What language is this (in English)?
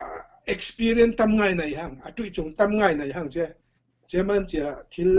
Falam Chin